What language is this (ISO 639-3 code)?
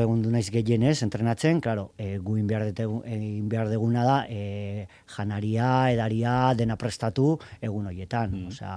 eus